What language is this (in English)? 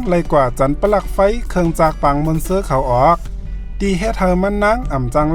Shan